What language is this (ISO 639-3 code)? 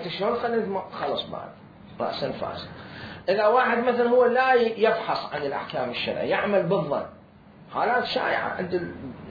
acm